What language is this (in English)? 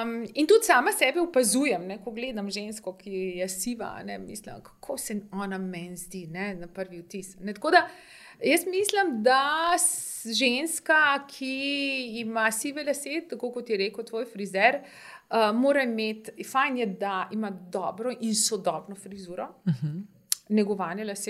Slovenian